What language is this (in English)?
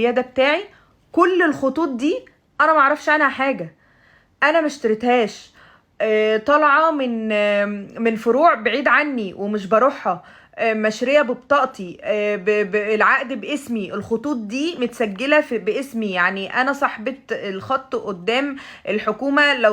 Egyptian Arabic